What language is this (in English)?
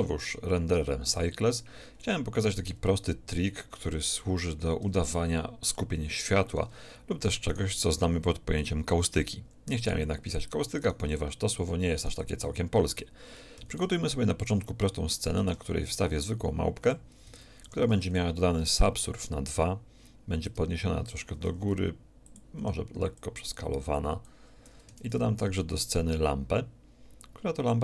Polish